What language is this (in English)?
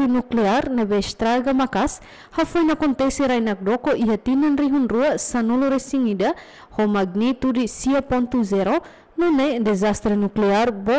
Tetum